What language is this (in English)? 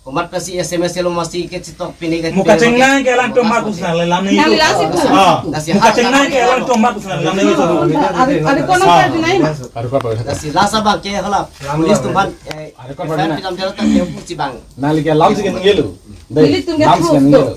Karbi